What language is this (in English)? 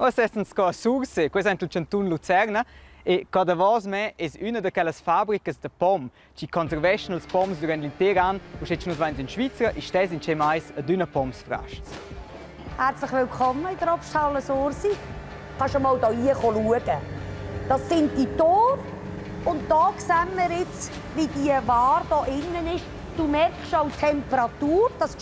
Romansh